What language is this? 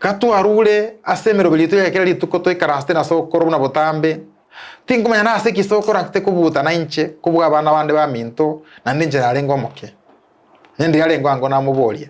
Gusii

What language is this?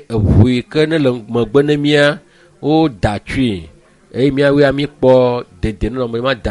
Ewe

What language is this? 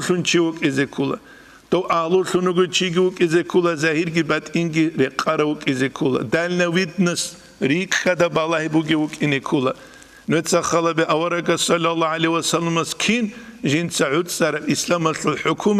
Avaric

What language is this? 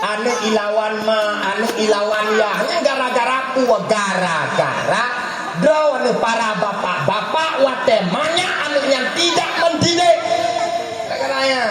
Achinese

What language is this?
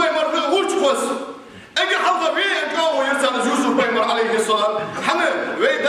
Ingush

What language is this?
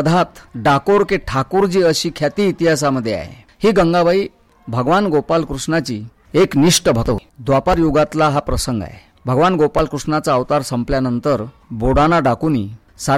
Marathi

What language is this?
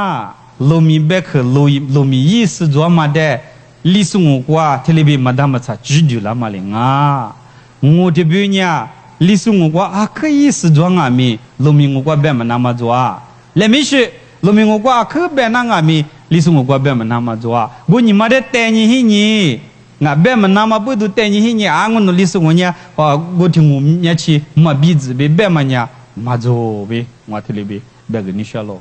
Lisu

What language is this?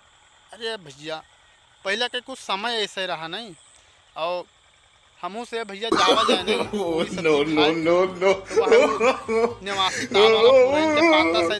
Awadhi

